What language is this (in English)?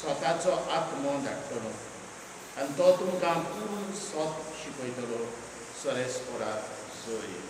Konkani